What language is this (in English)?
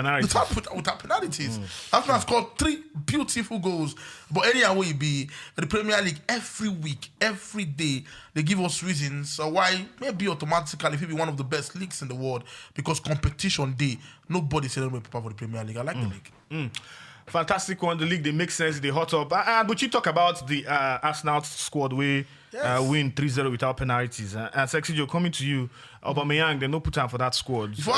Nigerian Pidgin